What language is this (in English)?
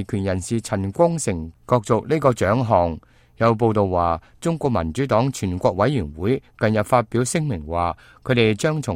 Cantonese